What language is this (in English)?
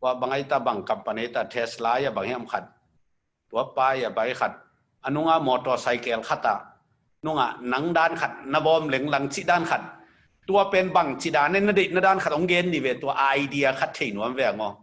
Tedim Chin